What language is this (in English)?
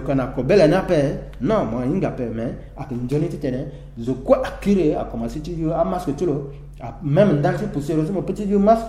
Sango